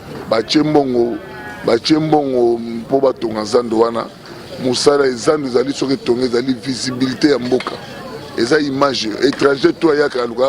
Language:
Lingala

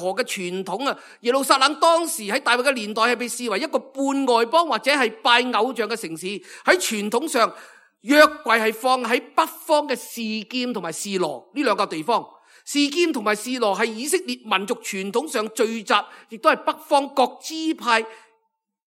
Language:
Cantonese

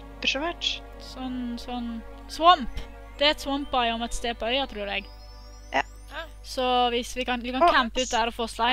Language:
Norwegian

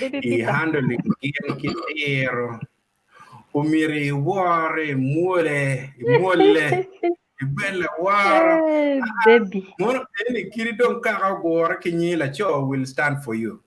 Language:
Acoli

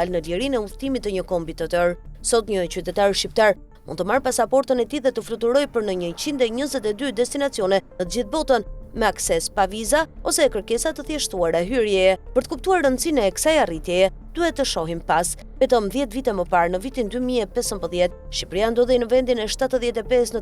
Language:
Albanian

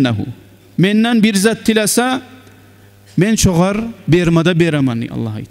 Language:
Kumyk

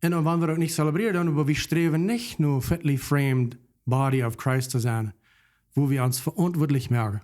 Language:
Plautdietsch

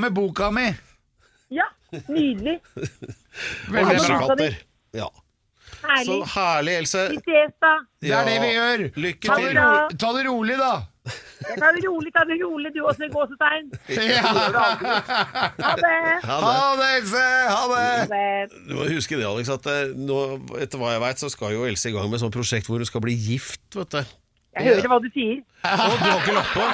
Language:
Norwegian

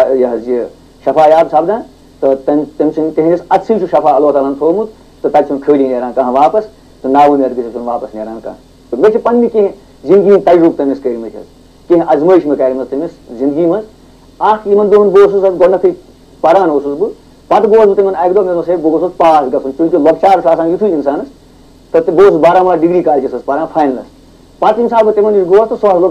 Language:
Kashmiri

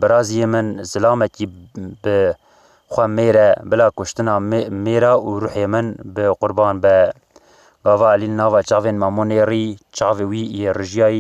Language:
Kurdish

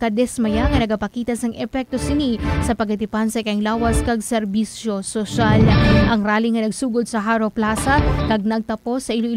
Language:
Hiligaynon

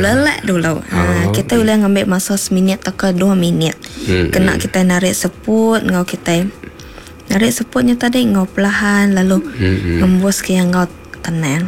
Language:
Iban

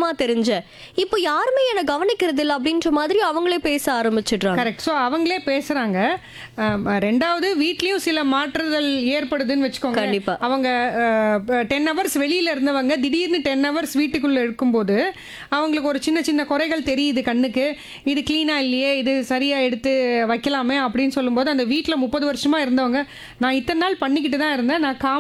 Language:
Tamil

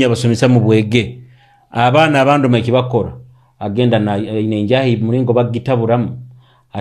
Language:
Nyoro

